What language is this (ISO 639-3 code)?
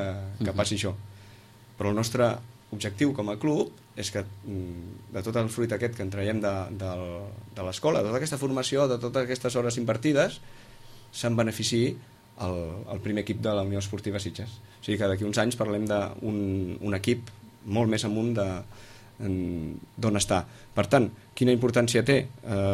cat